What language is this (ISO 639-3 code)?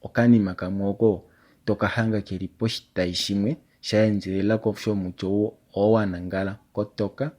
kua